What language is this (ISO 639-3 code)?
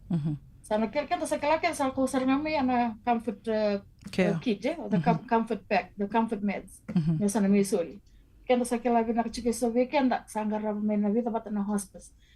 fij